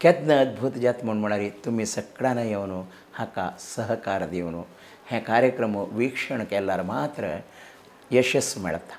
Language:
Konkani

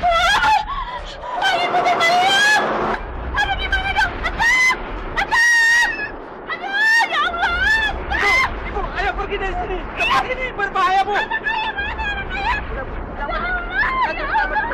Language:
Betawi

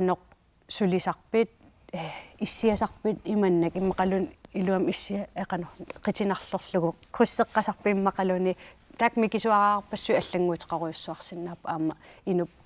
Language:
Kalaallisut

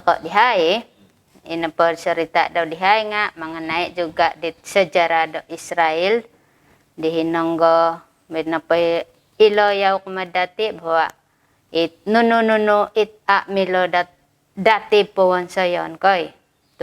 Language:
Central Dusun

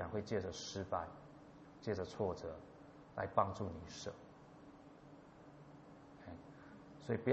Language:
Chinese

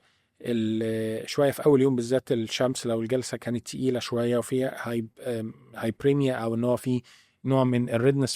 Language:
Egyptian Arabic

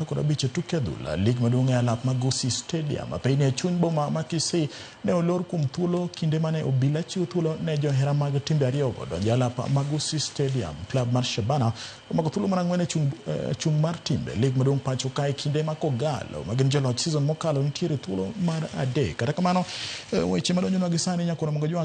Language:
Luo (Kenya and Tanzania)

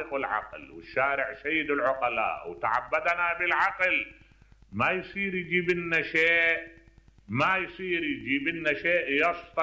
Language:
Mesopotamian Arabic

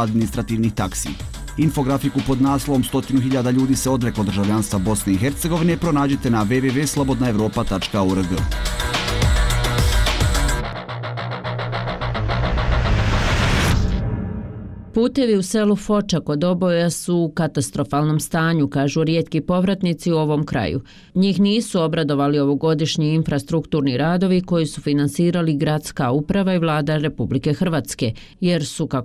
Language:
Bosnian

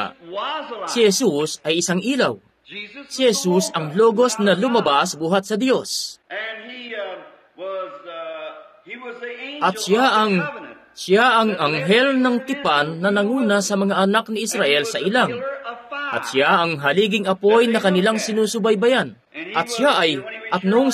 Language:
Filipino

